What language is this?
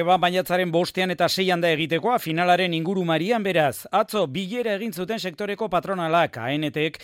Basque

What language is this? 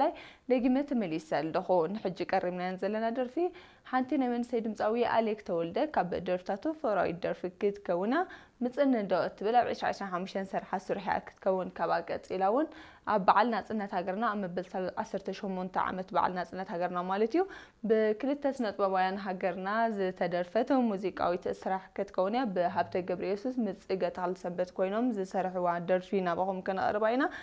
Tigrinya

